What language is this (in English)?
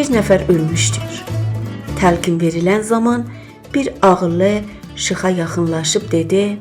South Azerbaijani